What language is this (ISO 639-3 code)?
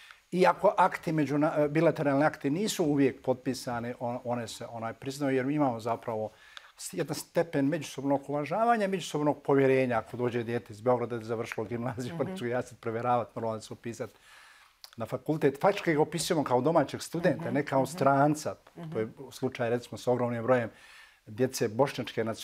srp